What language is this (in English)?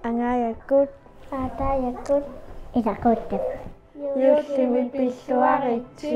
Kalaallisut